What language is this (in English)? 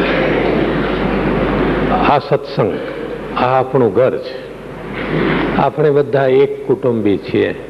Gujarati